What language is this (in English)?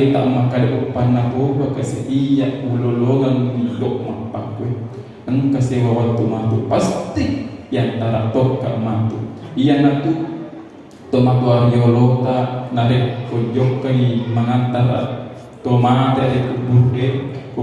Buginese